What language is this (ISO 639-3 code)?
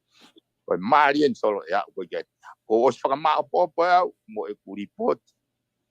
ton